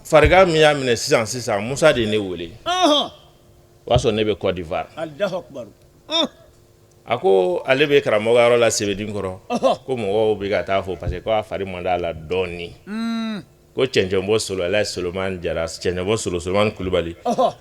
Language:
Bambara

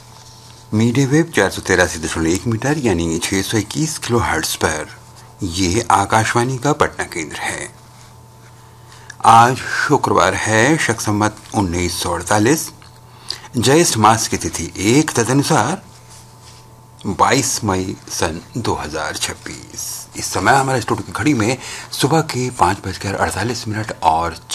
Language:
Hindi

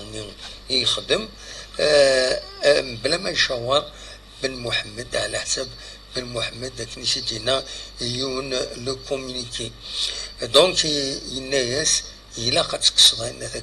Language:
Kabyle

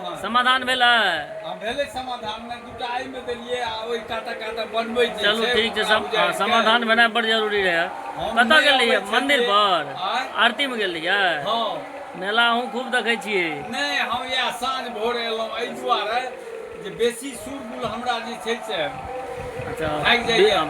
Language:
Maithili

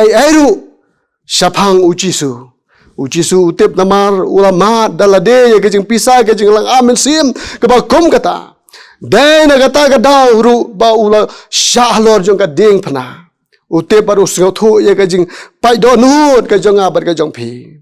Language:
Khasi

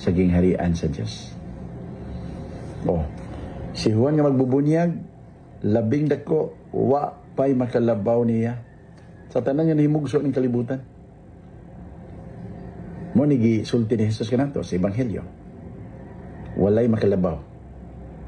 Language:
Cebuano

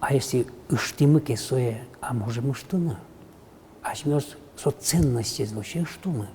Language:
Udmurt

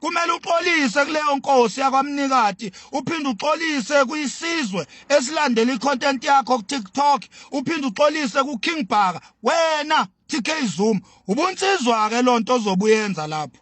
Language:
Zulu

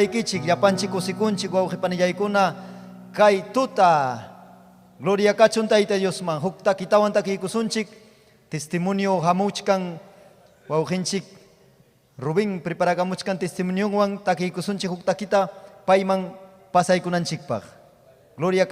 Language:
Ayacucho Quechua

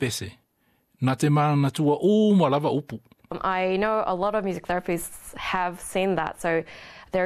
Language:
Samoan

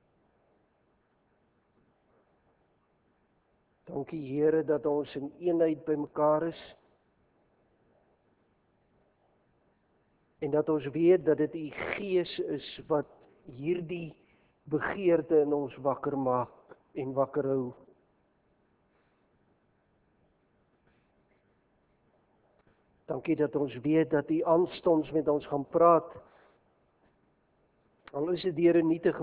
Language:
Afrikaans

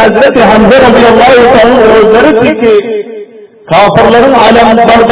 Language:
Turkmen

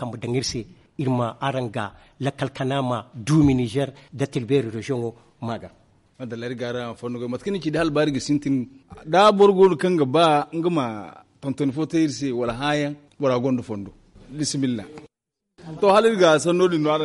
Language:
Zarma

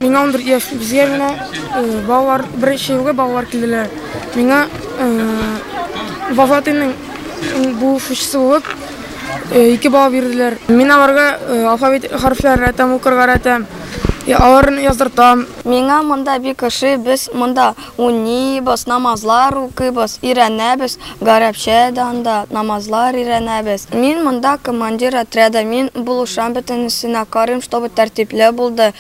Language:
Tatar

